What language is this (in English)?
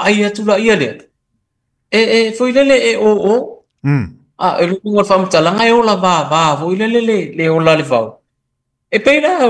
Samoan